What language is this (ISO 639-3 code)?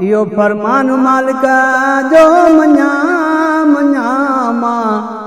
snd